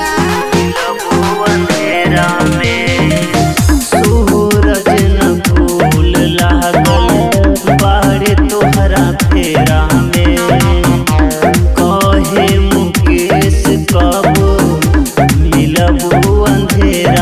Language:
Bhojpuri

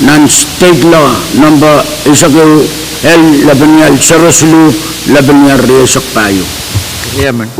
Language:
Pohnpeian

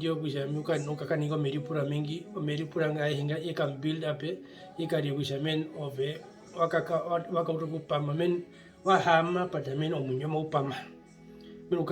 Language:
Herero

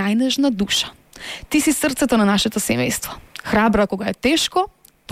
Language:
Macedonian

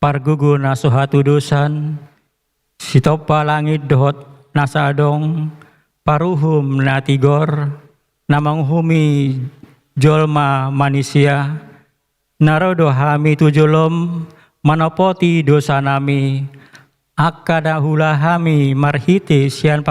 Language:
Batak Toba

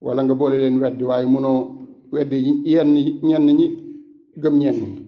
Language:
Wolof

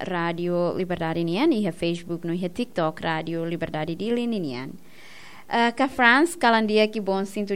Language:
Tetum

